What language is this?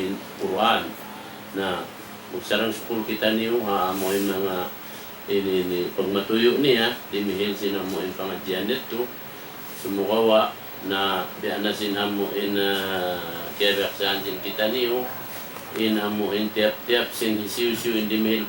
Tausug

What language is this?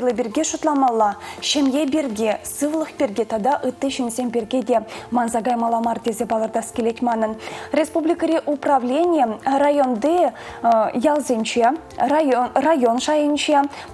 Chuvash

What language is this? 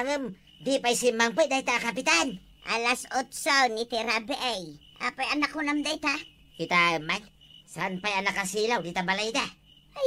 Iloko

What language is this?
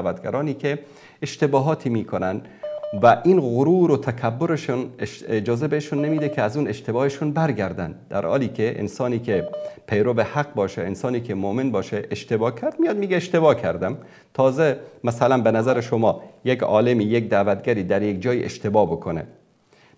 Persian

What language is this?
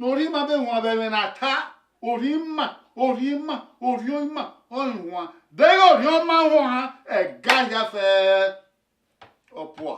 Bini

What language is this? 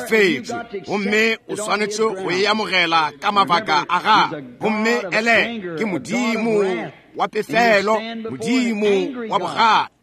Northern Sotho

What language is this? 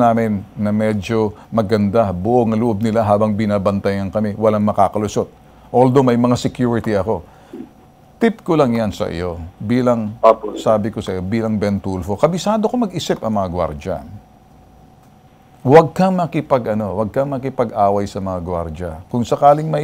Filipino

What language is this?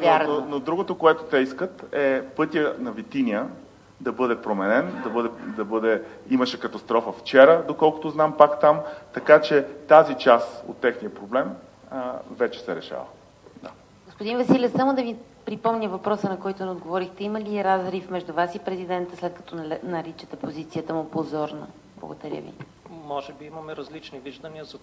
Bulgarian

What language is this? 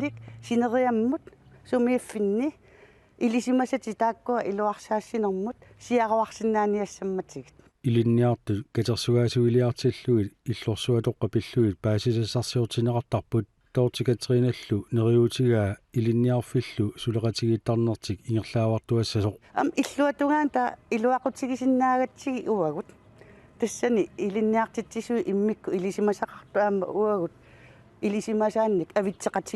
Kalaallisut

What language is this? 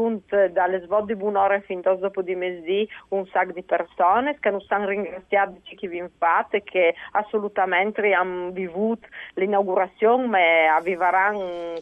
Friulian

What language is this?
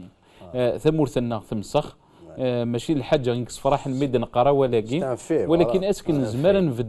Kabyle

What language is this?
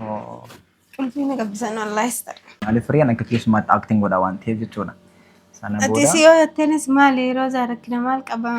Oromo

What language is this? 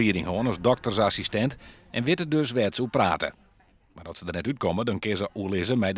Western Frisian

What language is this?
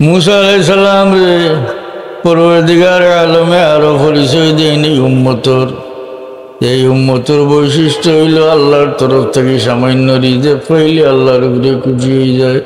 Sylheti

